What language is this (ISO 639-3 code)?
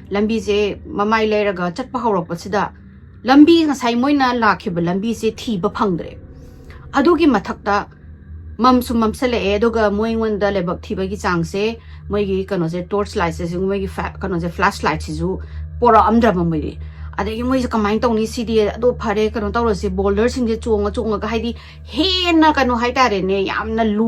mni